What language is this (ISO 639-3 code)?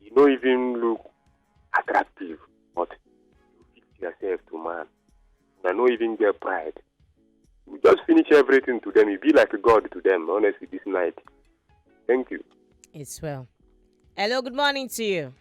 pcm